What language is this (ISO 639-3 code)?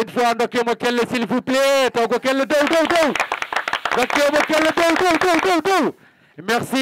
ful